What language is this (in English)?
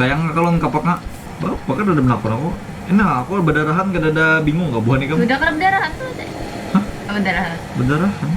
Banjar